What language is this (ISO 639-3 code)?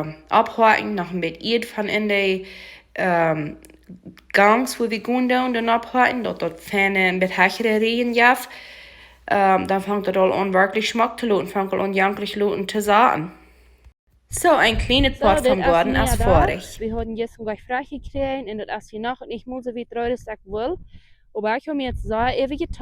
pdt